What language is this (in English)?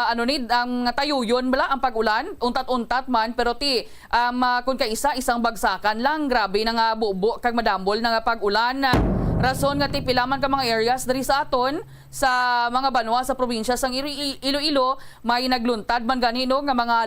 Hiligaynon